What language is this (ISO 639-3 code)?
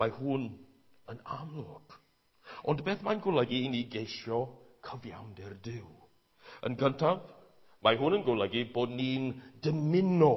cym